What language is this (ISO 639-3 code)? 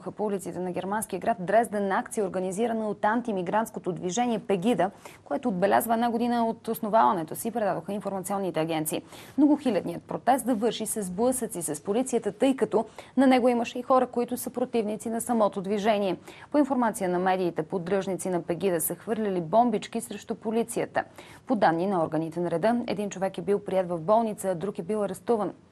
bul